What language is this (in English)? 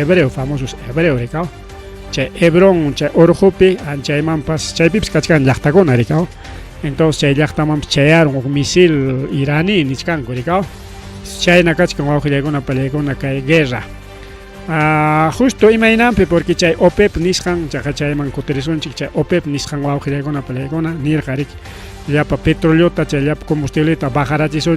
Ayacucho Quechua